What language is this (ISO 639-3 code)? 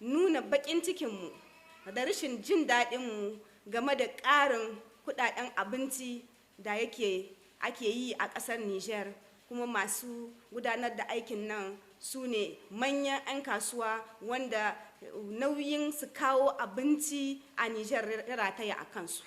hau